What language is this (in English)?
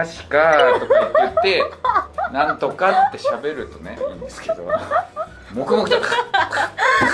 Japanese